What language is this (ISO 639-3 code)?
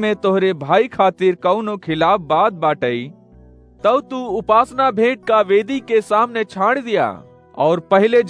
awa